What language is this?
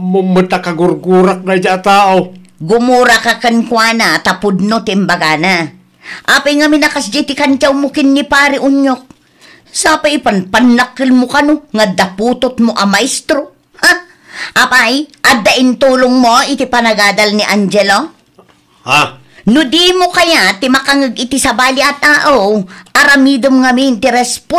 Iloko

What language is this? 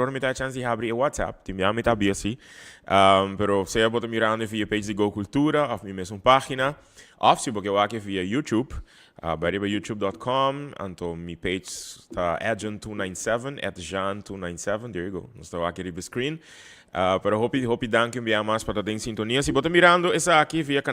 Papiamento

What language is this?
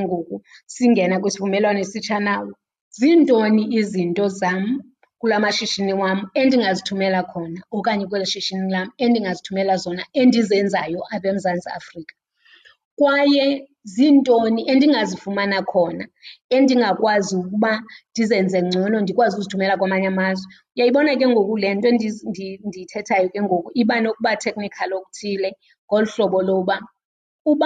Xhosa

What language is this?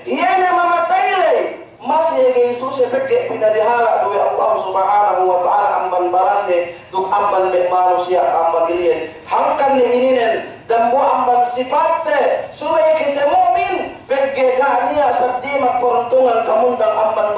Yakan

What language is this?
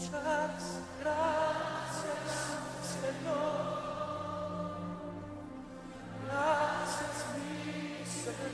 Spanish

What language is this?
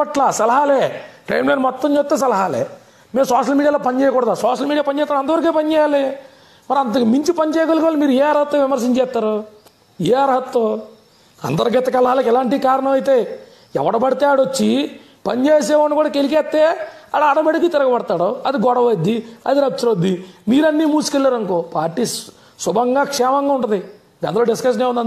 Telugu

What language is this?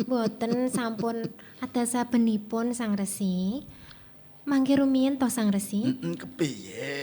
Javanese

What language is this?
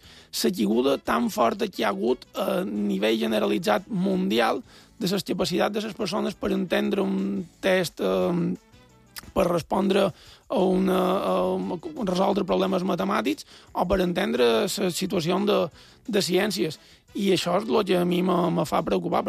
Catalan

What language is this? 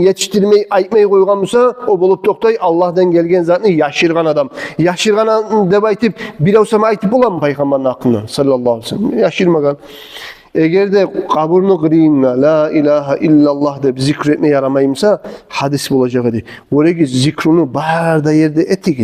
Kumyk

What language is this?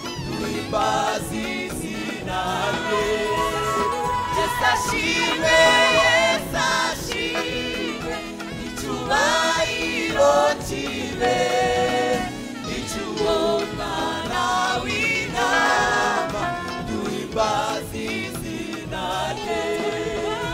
Kinyarwanda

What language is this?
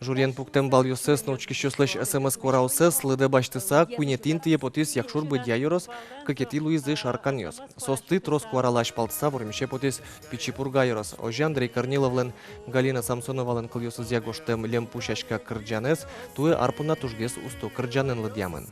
Udmurt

